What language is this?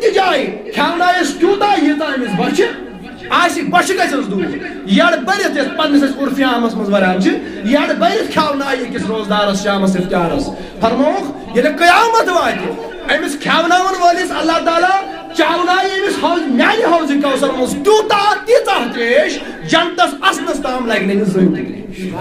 Kashmiri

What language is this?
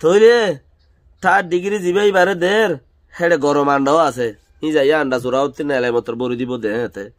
Rohingya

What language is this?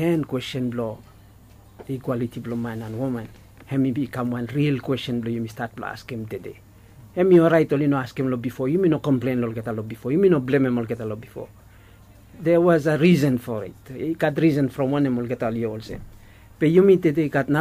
Bislama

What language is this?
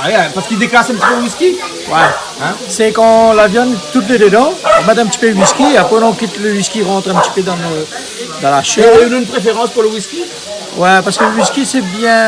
Réunion Creole French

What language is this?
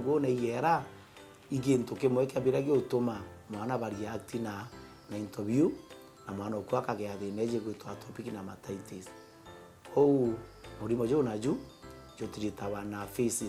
Meru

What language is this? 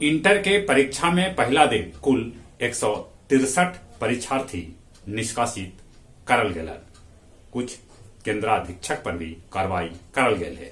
Magahi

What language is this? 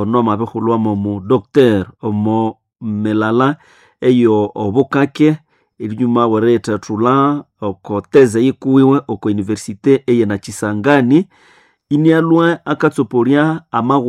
Nande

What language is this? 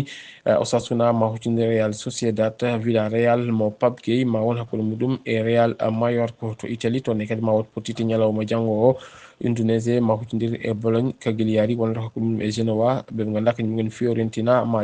Fula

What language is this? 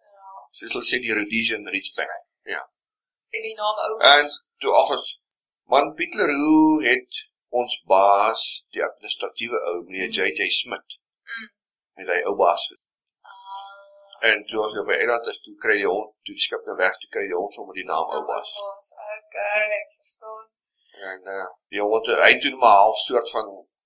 Afrikaans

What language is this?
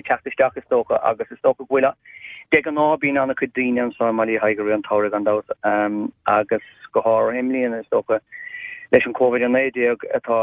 Irish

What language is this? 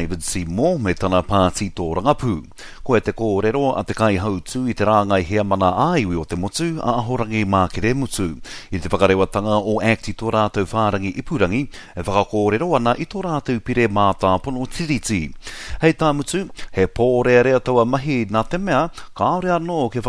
Māori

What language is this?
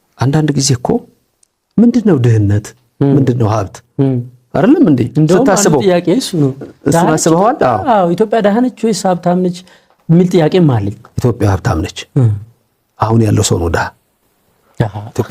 Amharic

